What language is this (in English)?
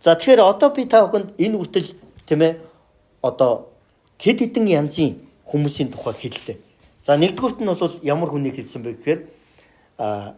Mongolian